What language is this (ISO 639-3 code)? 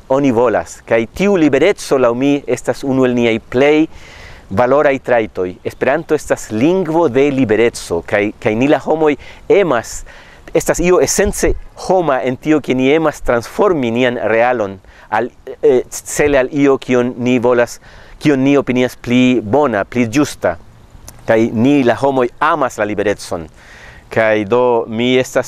epo